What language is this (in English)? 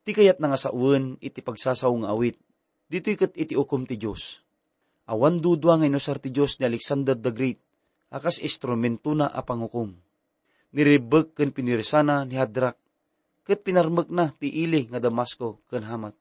Iloko